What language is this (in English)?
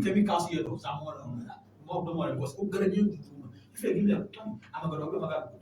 Ewe